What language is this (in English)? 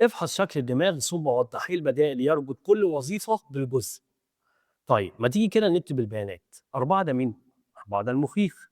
Egyptian Arabic